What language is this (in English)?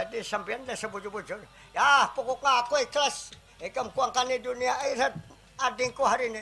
Banjar